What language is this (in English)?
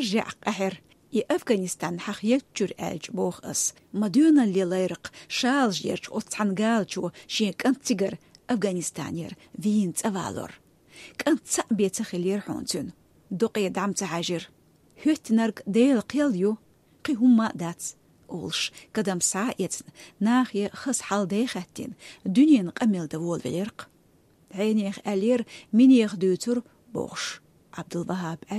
Chechen